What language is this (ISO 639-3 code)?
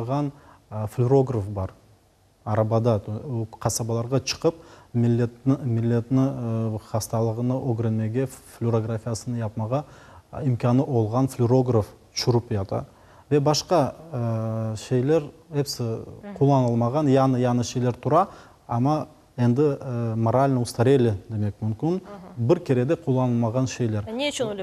crh